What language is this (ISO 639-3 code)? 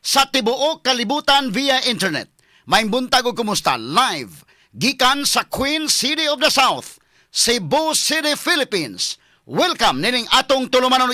ceb